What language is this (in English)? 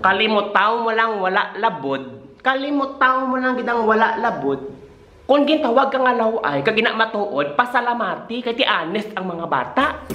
Hiligaynon